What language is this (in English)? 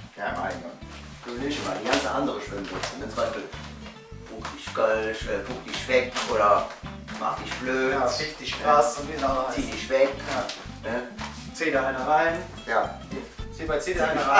Colognian